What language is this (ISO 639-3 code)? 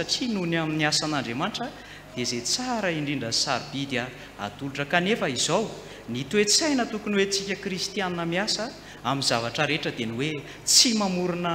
mlg